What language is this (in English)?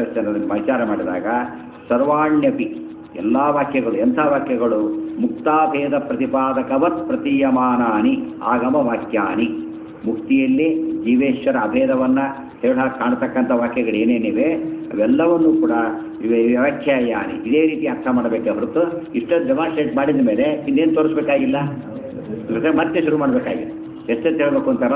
Kannada